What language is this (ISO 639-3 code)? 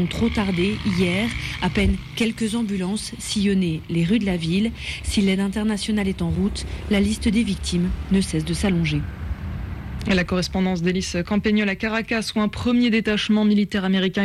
fra